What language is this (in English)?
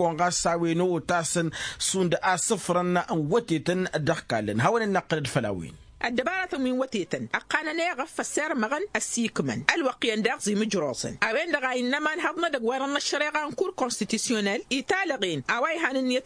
Tamasheq